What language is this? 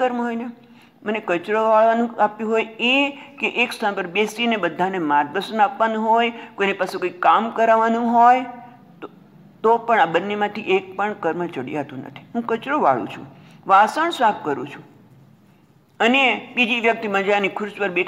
Gujarati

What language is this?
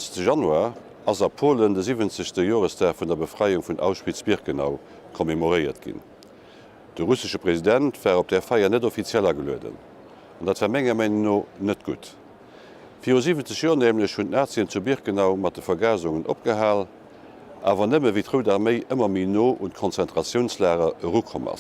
Luxembourgish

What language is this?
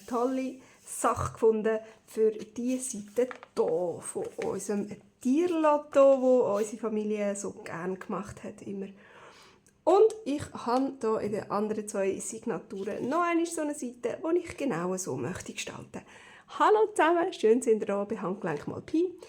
Swiss German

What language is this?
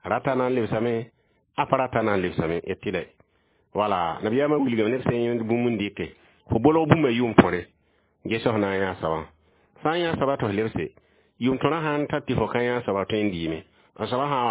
Mossi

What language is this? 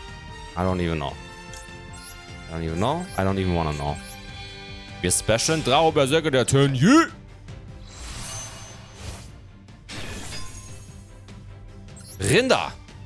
German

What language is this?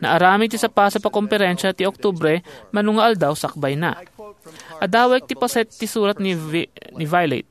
Iloko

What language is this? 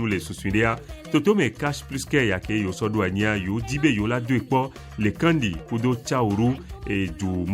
Ewe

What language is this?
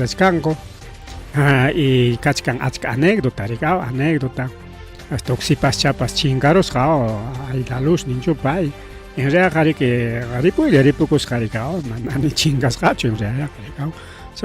Ayacucho Quechua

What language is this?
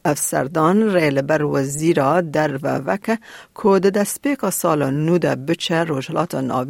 Kurdish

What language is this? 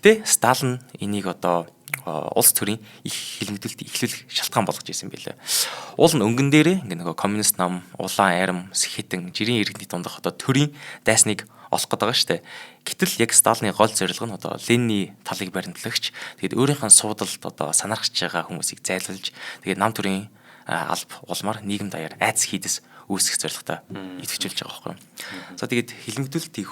Mongolian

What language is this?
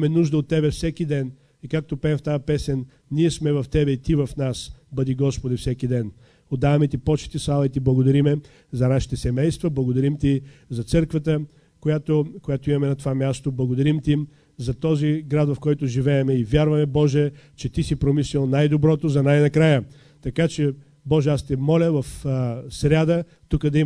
Bulgarian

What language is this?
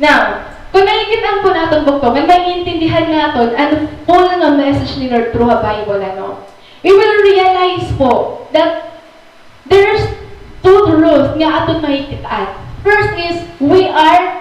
Waray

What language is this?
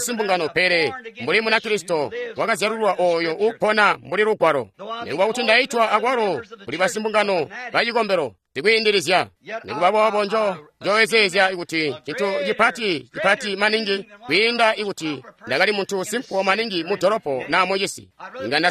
Tonga (Zambia)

